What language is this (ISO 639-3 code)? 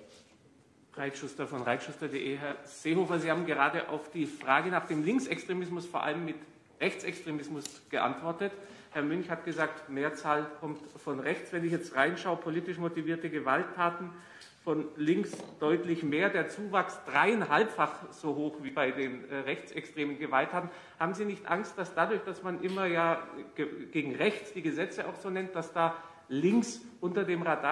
deu